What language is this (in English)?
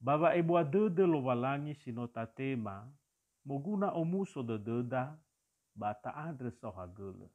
Nias